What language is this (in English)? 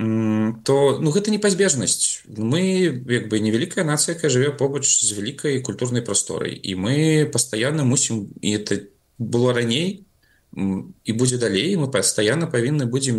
Belarusian